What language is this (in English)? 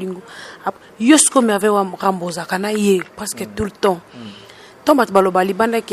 Lingala